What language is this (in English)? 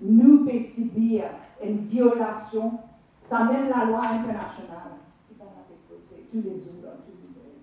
Morisyen